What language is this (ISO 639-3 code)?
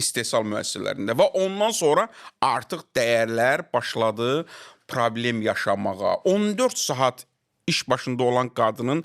aze